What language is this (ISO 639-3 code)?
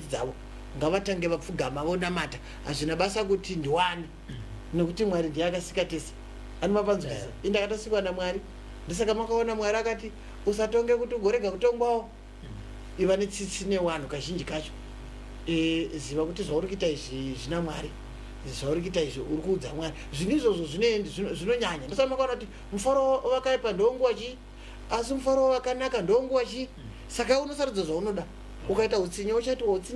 sna